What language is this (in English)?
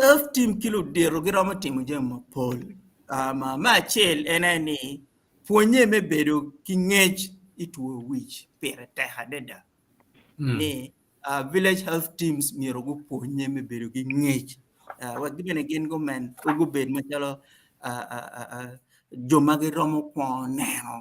Acoli